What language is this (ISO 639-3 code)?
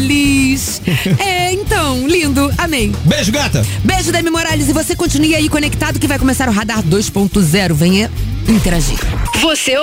por